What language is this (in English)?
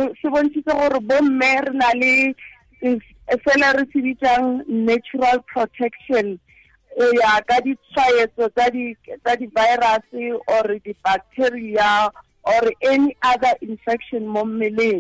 Tswana